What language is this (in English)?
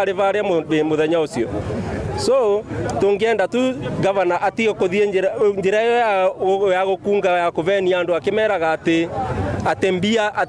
Meru